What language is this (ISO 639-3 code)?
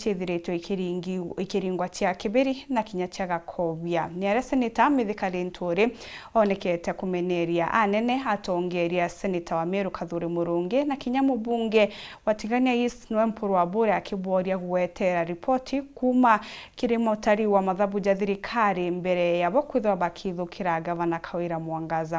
mer